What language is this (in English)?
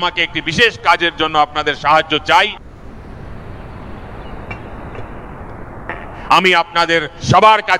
Bangla